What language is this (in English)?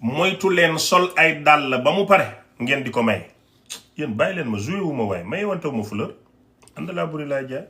Wolof